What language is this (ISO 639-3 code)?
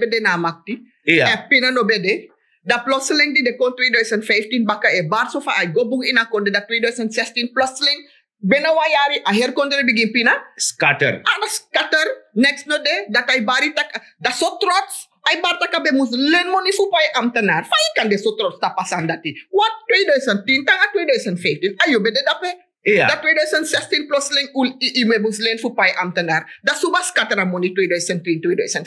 srn